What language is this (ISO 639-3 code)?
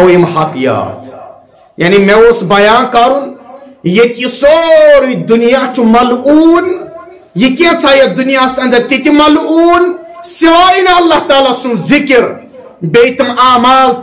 kas